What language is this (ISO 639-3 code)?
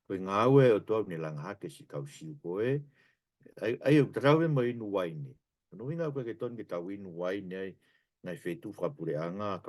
ton